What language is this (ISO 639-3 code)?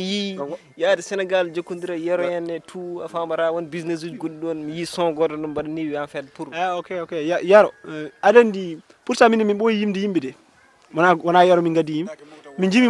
ful